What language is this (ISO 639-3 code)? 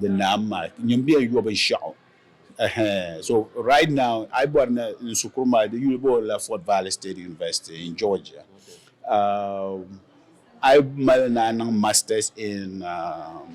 dag